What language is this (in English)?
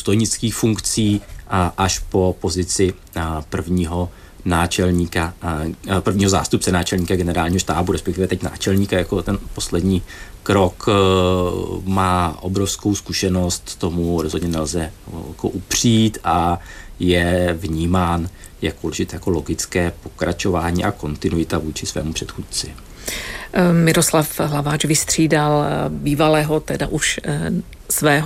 Czech